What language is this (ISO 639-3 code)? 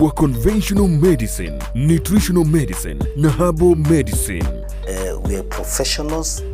guz